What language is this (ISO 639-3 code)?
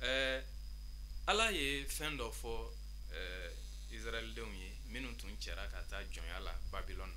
bam